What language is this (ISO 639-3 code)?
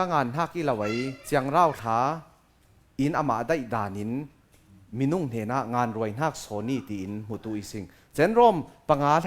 cfm